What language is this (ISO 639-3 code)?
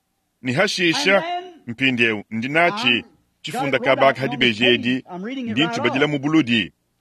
lua